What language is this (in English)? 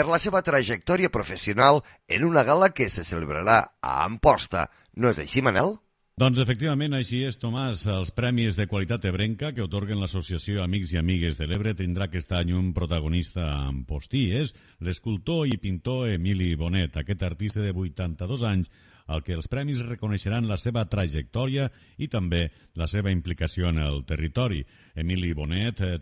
Catalan